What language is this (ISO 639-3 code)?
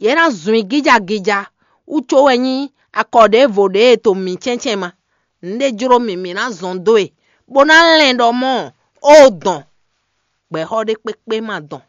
fon